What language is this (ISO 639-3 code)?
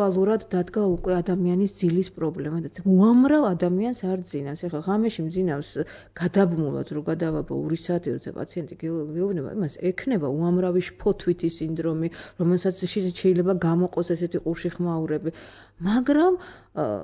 kat